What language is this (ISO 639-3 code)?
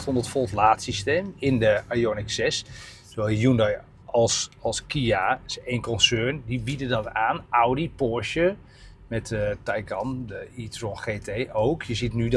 nld